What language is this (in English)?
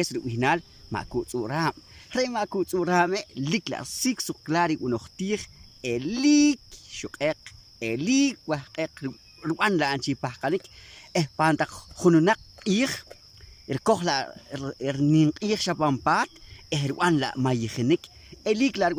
Poqomchi'